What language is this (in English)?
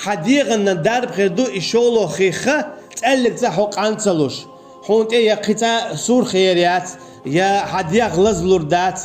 Chechen